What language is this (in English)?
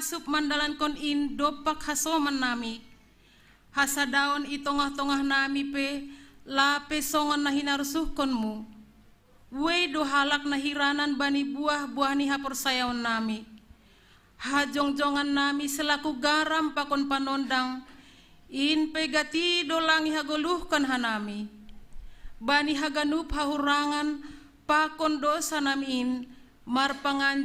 Batak Simalungun